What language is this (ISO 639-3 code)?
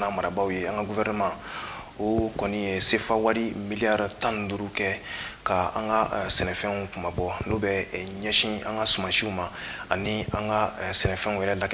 bam